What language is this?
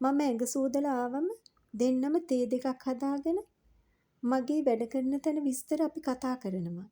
Sinhala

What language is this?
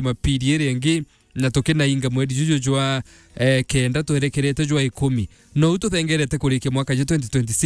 Meru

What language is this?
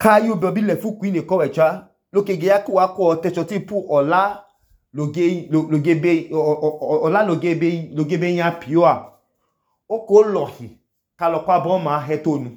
Idoma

